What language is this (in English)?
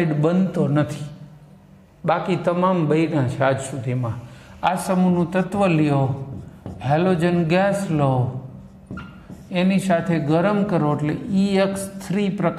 Gujarati